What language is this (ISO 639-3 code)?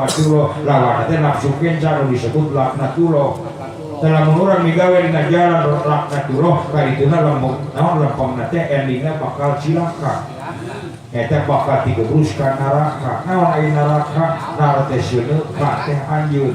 sun